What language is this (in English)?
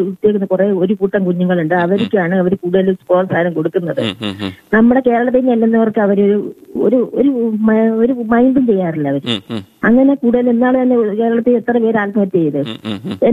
Malayalam